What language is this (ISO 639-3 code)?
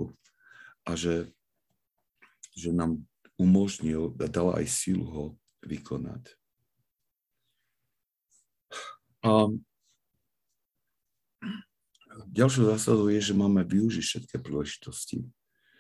slk